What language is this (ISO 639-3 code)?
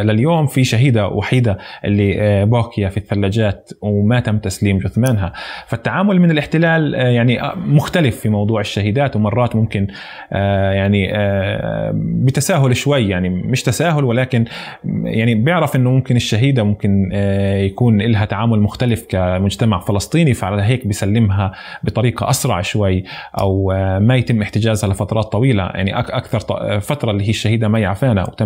apc